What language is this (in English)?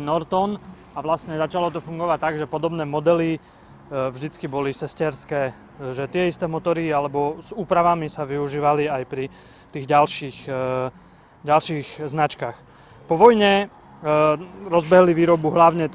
Slovak